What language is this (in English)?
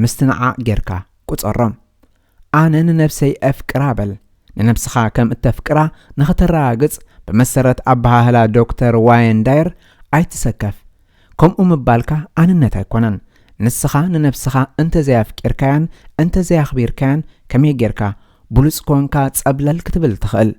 Tigrinya